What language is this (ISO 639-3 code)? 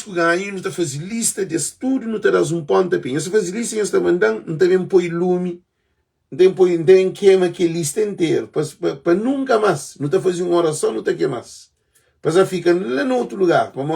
kea